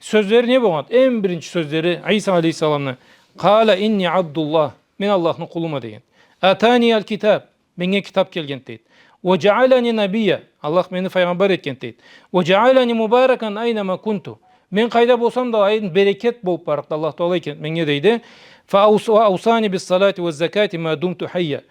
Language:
Karachay-Balkar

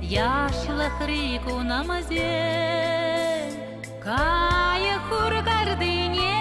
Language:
Chuvash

